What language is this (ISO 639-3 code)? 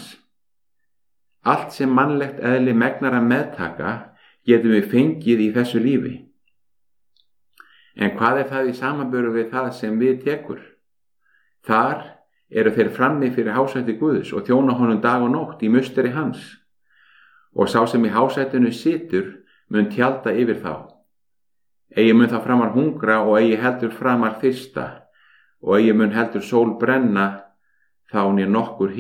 isl